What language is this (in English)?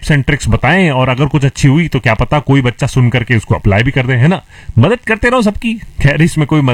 Hindi